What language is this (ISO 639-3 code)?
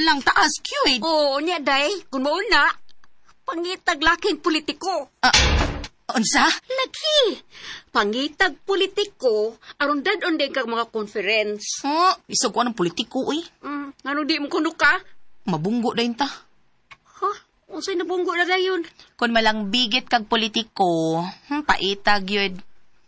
ceb